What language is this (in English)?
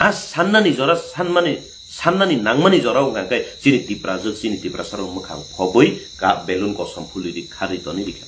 Kok Borok